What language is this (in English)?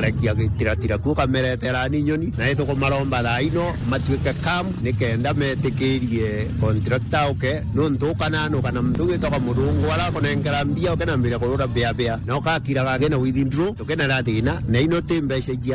Meru